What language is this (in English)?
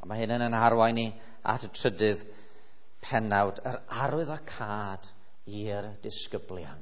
Welsh